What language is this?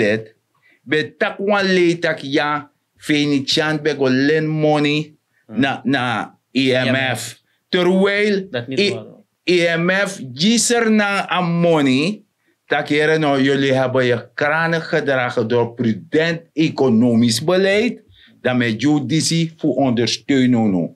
Sranan Tongo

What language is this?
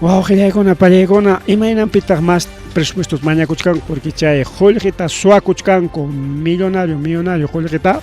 Ayacucho Quechua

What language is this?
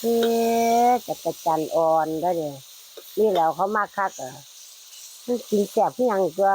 Northeastern Thai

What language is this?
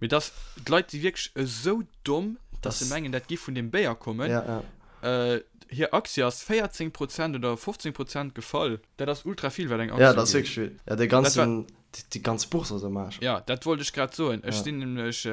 Luxembourgish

